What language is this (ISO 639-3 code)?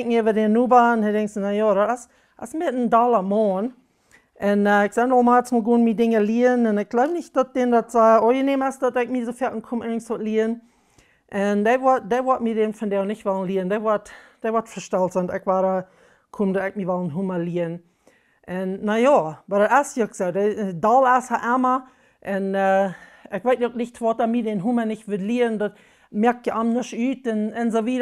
pdt